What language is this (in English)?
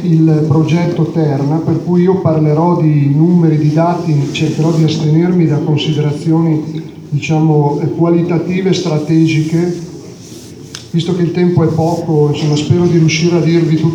Italian